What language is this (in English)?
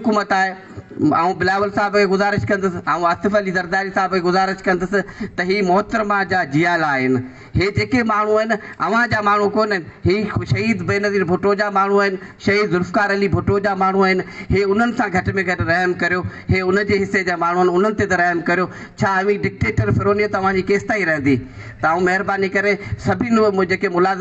Sindhi